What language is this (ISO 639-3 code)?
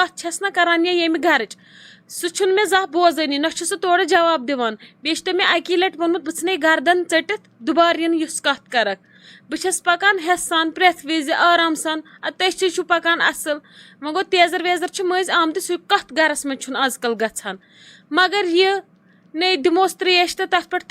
kas